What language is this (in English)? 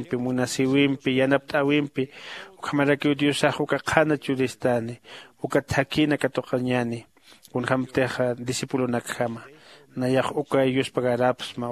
Aymara